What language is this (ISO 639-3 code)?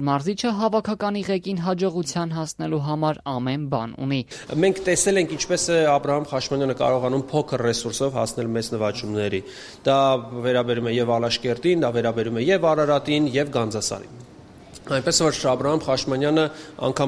hye